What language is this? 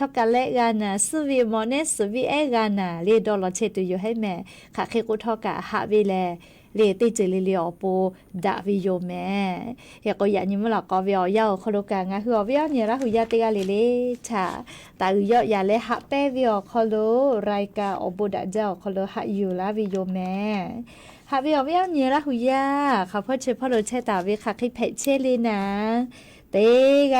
Lahu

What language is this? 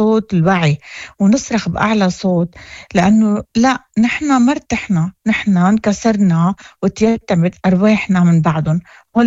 Moroccan Arabic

